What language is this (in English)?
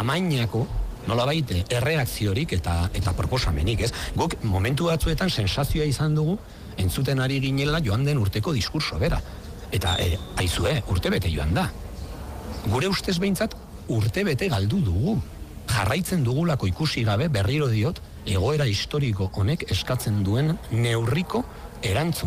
Basque